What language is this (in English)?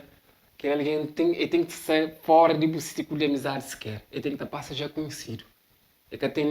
Kabuverdianu